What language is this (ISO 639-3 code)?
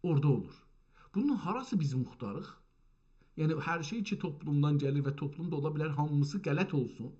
azb